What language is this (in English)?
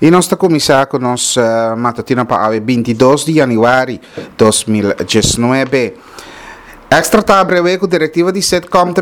Papiamento